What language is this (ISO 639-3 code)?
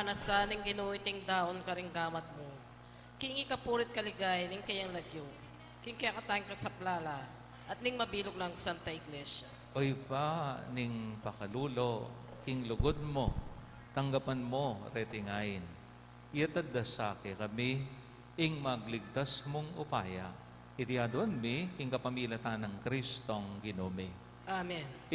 pam